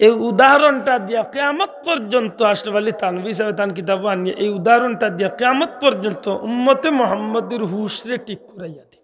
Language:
Sylheti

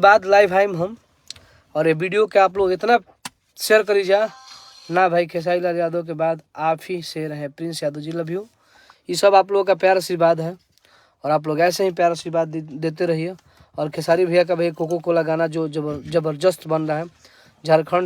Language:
Bhojpuri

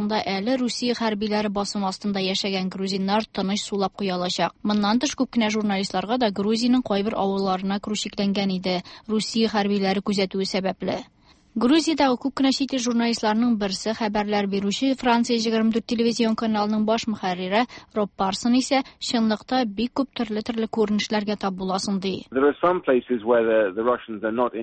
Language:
Tatar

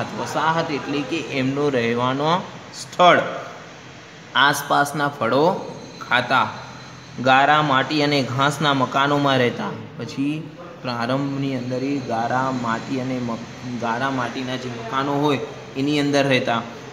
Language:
Gujarati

